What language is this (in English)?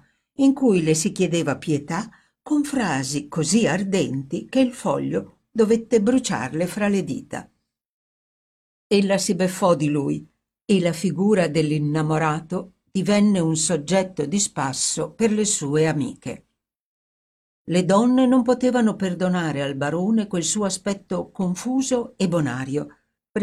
Italian